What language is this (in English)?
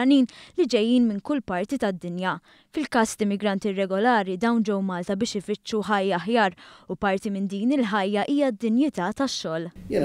Maltese